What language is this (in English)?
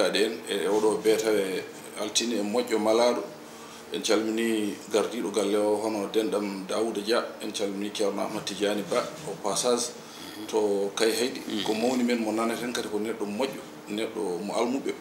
Fula